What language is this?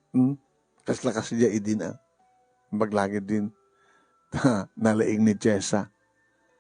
Iloko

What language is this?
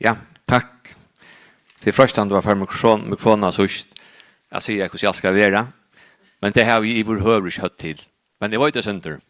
Faroese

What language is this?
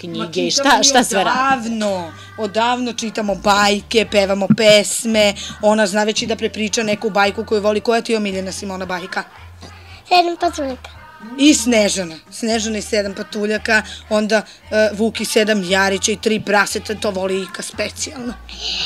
Serbian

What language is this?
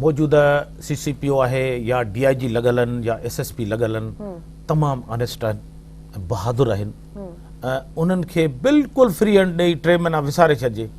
Sindhi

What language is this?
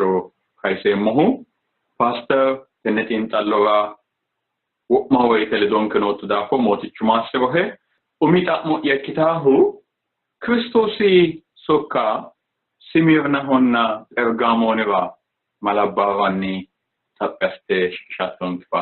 Sidamo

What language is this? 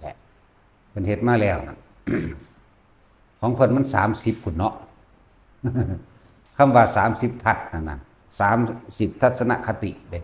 Lao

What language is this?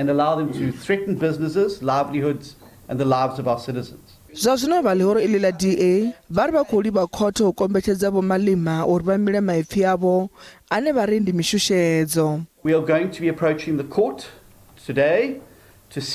Venda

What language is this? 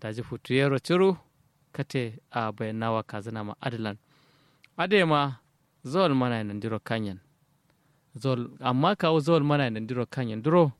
Kanuri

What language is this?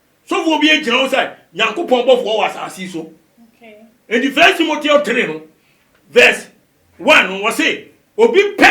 Akan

